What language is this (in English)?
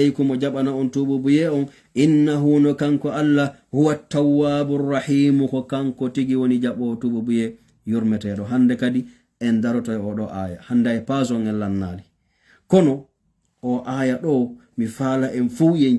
Fula